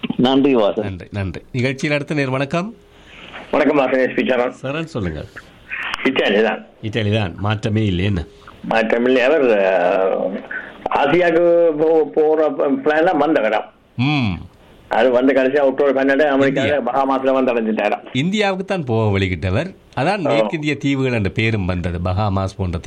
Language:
Tamil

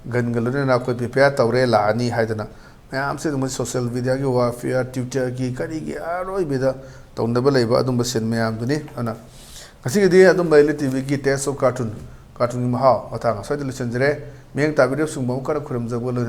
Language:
Manipuri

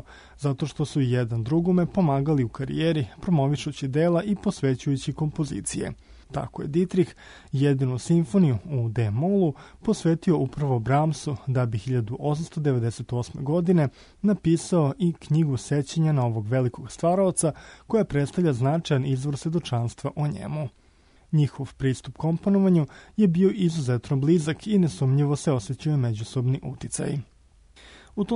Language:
Serbian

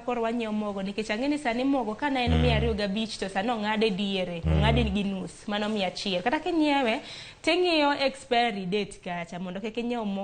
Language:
Luo (Kenya and Tanzania)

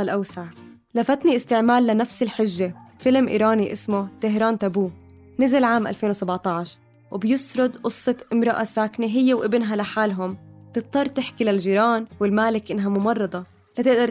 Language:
North Levantine Arabic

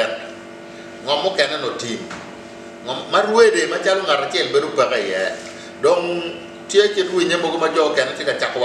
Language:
Acoli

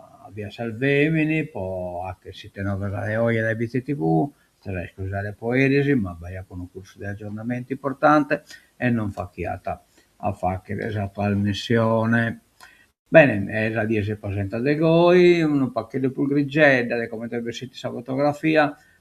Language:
Sardinian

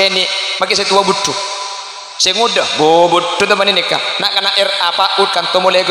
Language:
Madurese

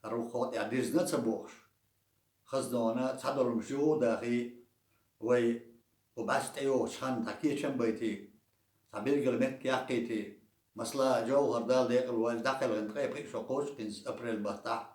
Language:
Chechen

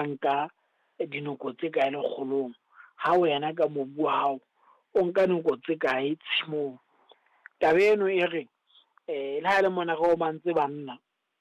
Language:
Southern Sotho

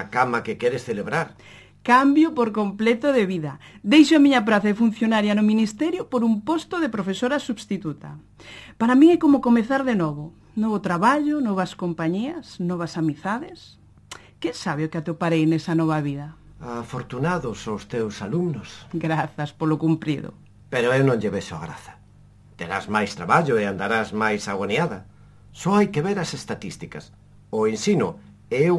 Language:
Galician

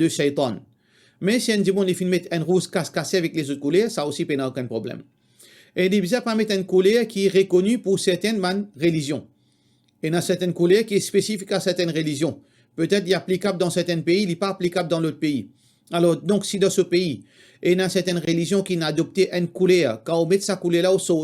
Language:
Morisyen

